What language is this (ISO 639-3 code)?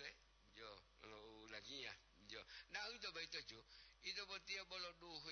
gor